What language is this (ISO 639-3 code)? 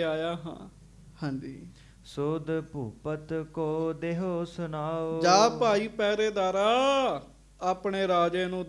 pan